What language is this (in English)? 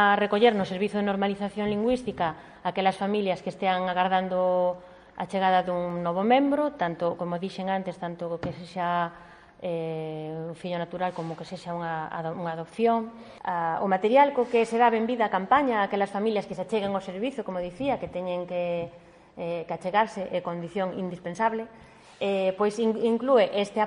Galician